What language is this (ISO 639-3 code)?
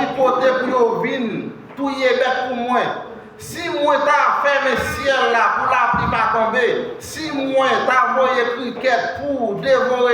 hat